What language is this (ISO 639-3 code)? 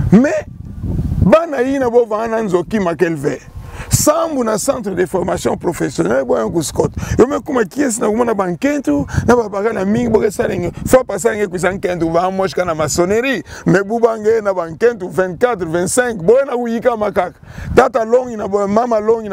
ktu